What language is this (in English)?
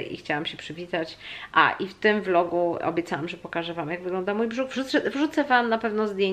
Polish